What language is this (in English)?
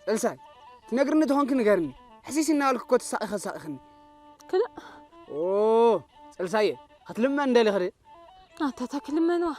Tigrinya